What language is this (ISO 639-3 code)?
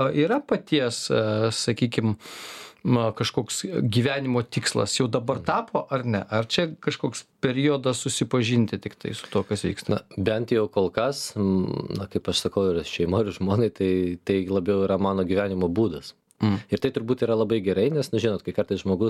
lit